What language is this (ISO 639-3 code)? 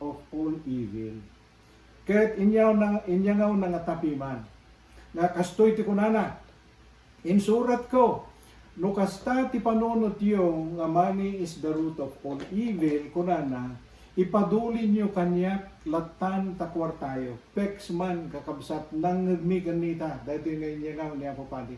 ilo